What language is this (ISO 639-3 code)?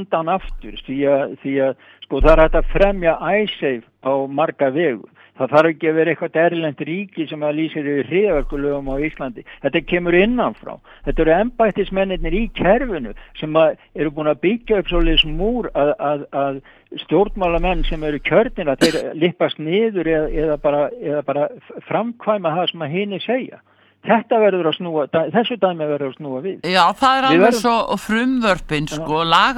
isl